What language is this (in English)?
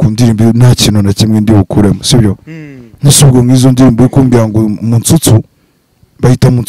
Kinyarwanda